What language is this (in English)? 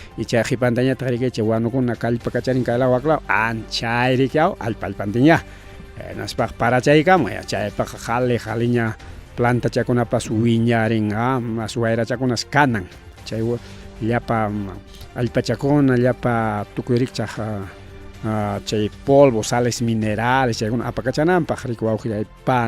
Ayacucho Quechua